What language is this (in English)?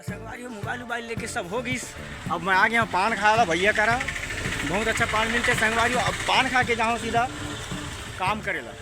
Chhattisgarhi